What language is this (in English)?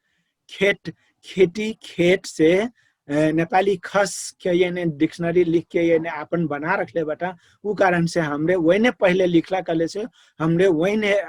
Dangaura Tharu